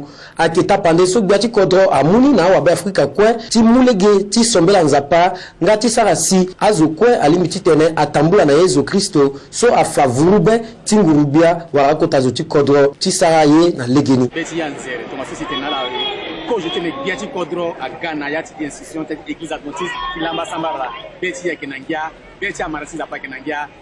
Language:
Sango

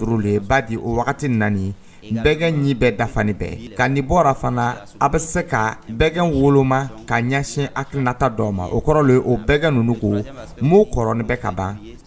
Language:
Dyula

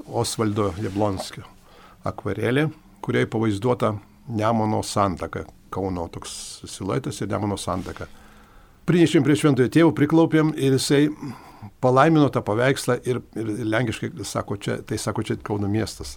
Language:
Lithuanian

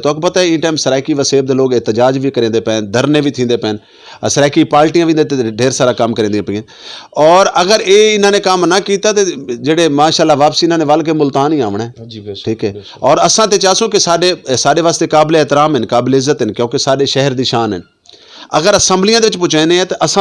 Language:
Saraiki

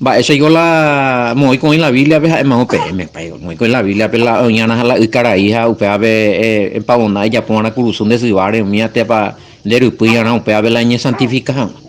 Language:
Guarani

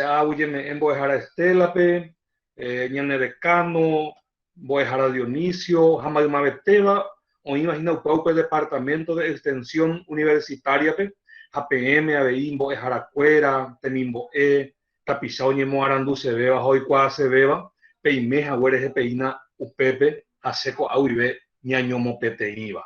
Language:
Guarani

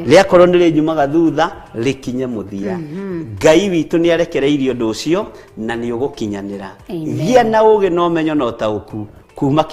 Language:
Kikuyu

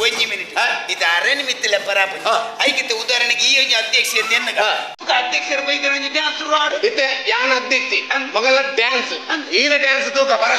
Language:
Tulu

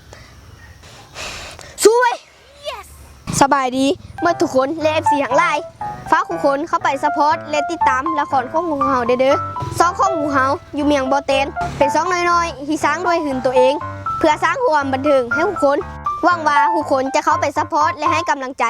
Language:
Lao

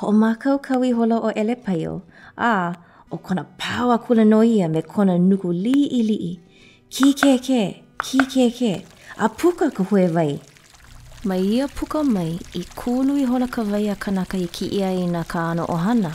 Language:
Hawaiian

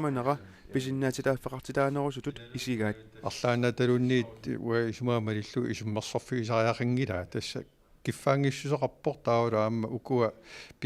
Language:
Kalaallisut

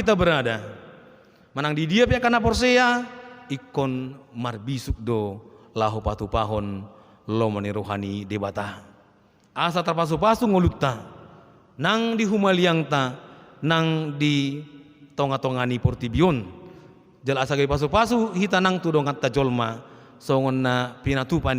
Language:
Batak Toba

